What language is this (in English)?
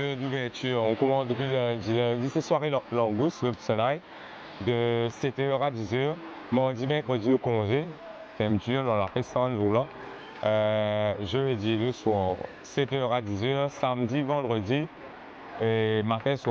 Morisyen